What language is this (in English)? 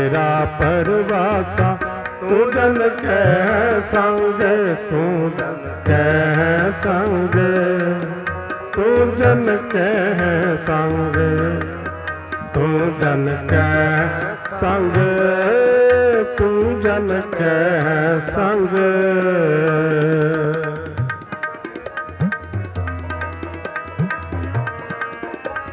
Punjabi